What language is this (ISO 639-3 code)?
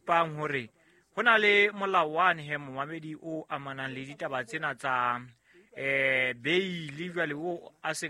sot